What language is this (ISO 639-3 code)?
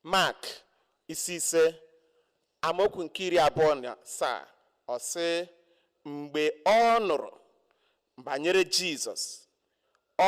ibo